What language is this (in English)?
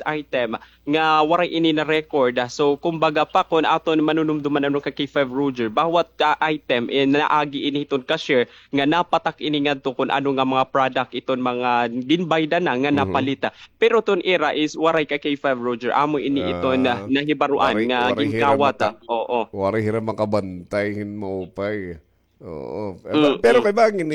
Waray